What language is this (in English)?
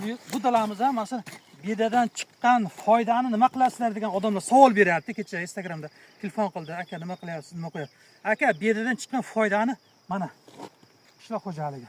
Uzbek